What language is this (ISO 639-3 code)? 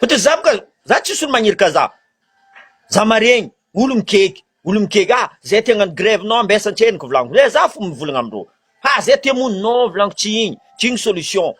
mlg